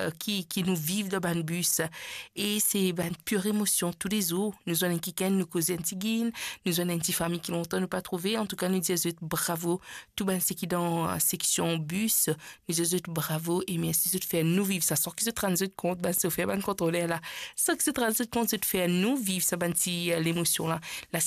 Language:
Morisyen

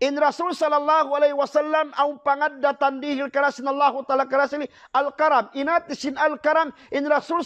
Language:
Tausug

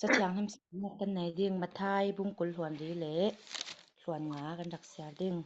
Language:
Falam Chin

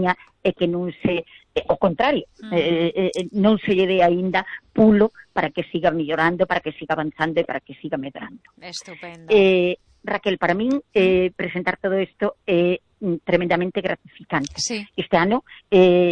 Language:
Galician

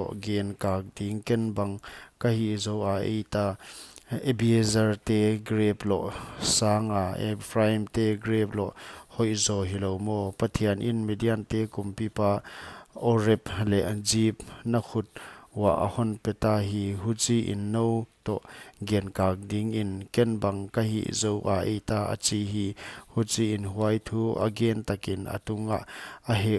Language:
Paite Chin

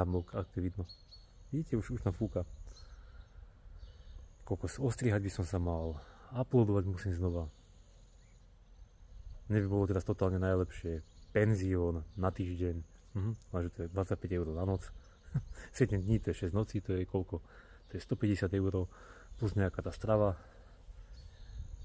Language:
Slovak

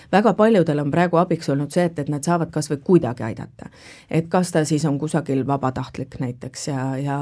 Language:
Estonian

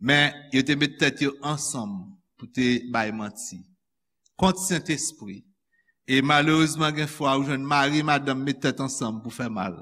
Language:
Haitian Creole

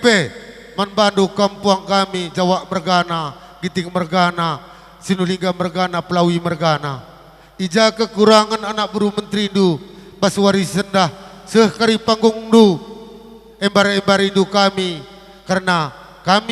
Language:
Batak Karo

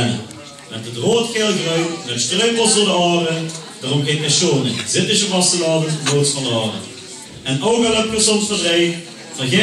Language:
Limburgish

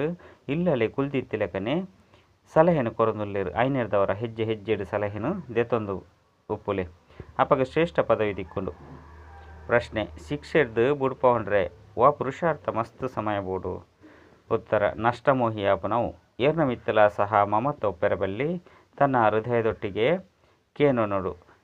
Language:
Tulu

